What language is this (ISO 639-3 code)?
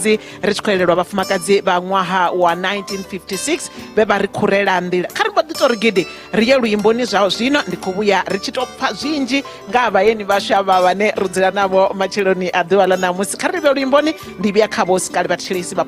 ven